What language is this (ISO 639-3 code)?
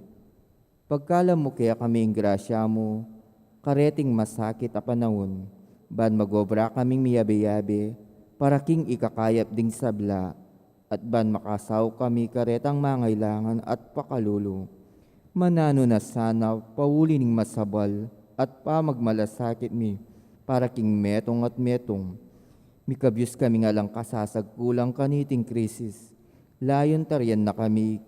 pam